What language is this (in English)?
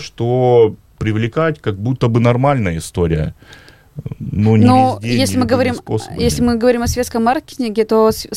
Russian